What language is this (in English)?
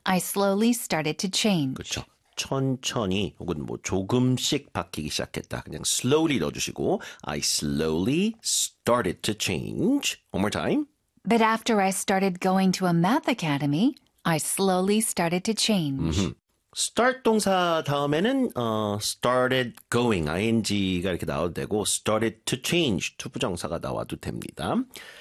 Korean